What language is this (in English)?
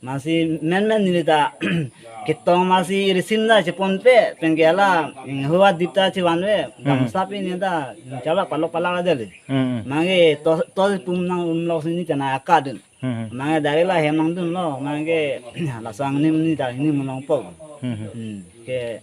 Karbi